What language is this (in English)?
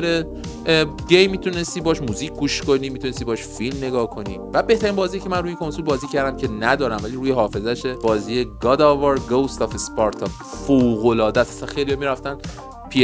Persian